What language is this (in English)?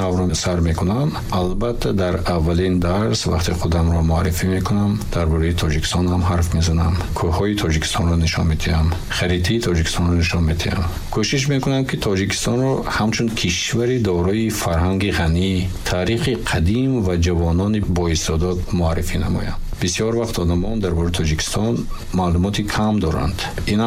Tajik